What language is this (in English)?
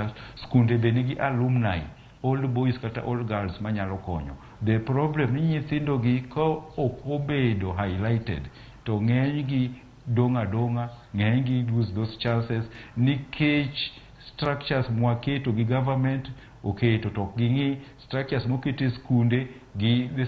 Luo (Kenya and Tanzania)